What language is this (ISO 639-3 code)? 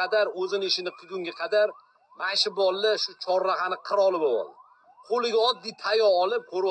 uzb